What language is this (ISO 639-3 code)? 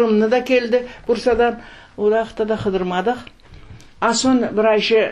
crh